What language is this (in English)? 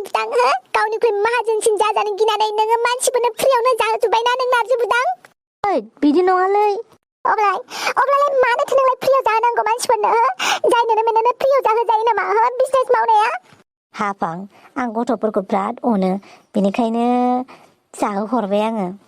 Bodo